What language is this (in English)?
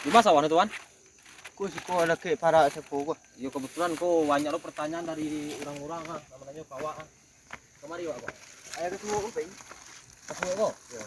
Minangkabau